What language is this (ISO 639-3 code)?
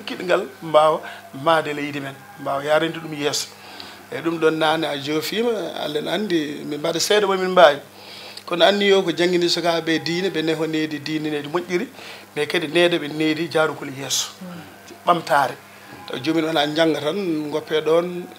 ful